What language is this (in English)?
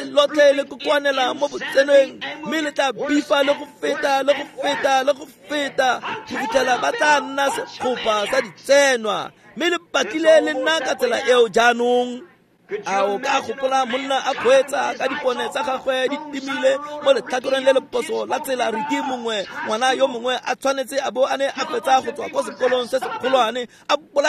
Tswana